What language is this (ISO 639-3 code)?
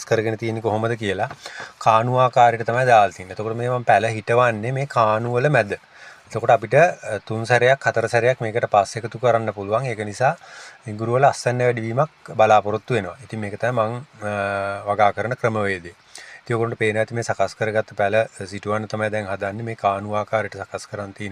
sin